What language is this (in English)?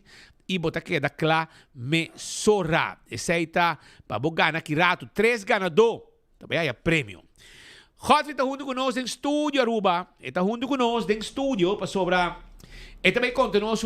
Papiamento